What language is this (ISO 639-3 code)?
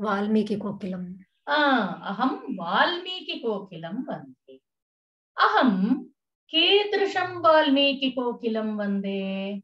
san